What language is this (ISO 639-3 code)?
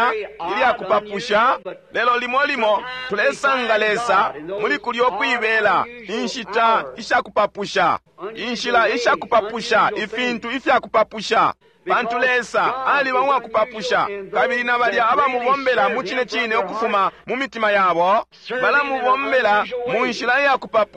bem